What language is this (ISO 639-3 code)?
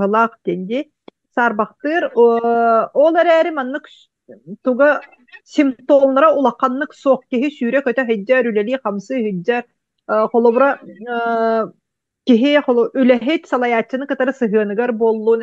sah